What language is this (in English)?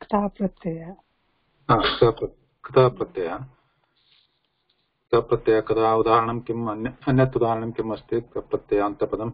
Sanskrit